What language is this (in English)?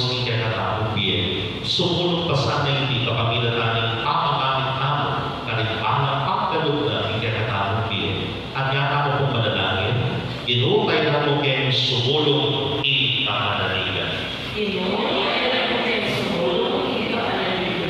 Pampanga